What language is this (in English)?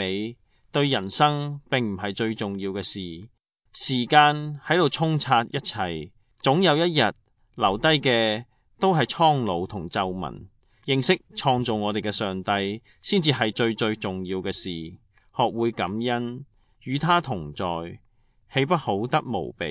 Cantonese